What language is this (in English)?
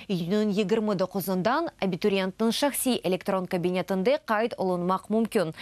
Crimean Tatar